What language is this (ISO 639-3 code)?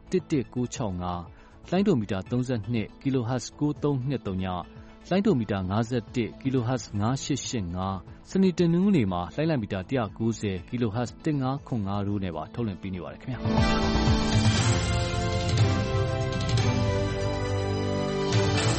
mya